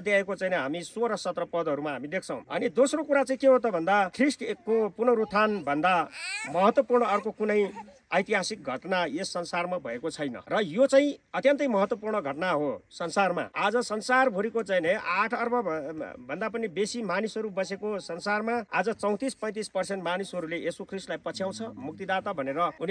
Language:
Nepali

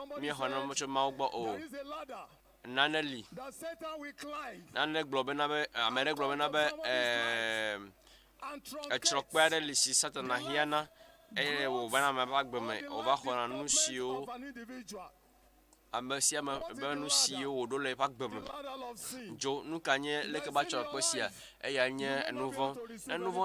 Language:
Ewe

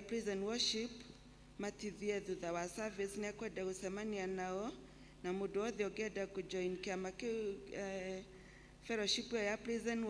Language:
Kikuyu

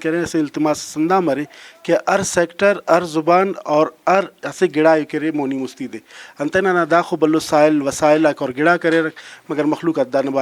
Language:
Brahui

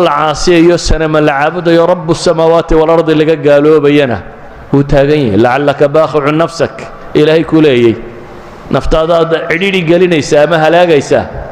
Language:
Somali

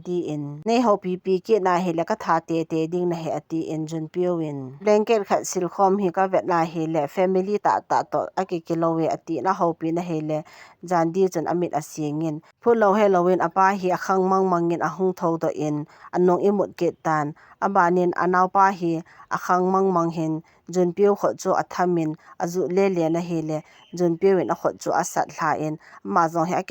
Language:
Thado Chin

